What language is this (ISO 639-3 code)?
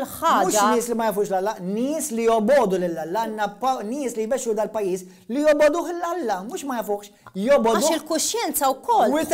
mlt